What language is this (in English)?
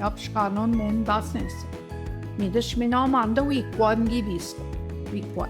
Central Ojibwa